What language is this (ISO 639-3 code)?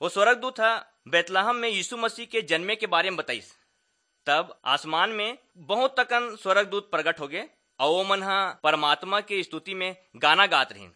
hne